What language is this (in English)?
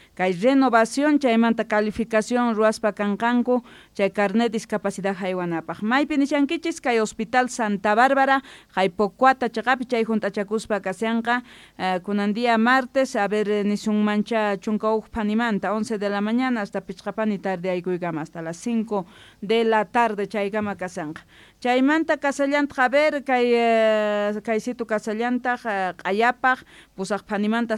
Quechua